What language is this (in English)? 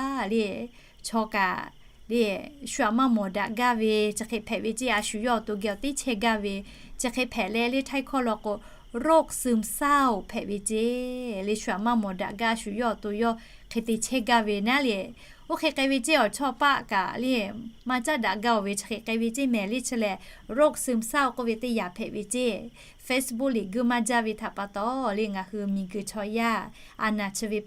Lahu